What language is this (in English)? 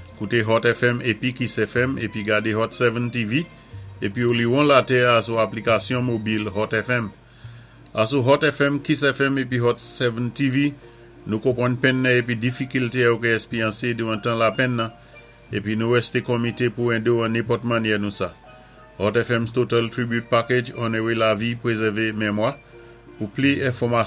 Saint Lucian Creole French